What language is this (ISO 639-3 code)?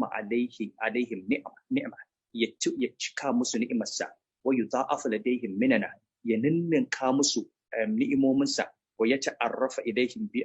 hau